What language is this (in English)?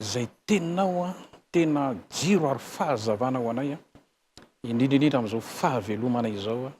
Malagasy